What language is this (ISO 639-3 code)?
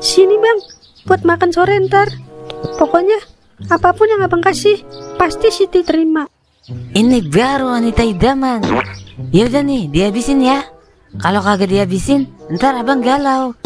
bew